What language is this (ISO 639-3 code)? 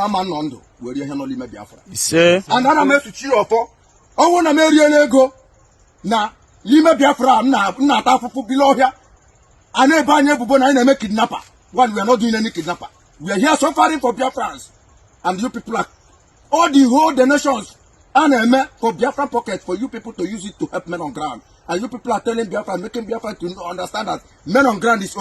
ibo